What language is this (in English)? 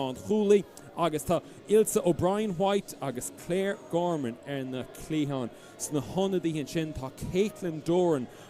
Irish